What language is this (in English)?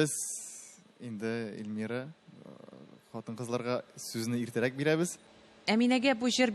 Tatar